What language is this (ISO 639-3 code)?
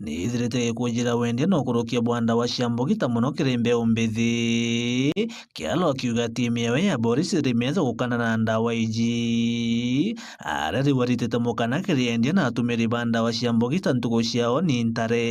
mer